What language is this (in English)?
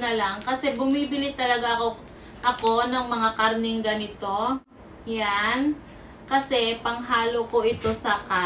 Filipino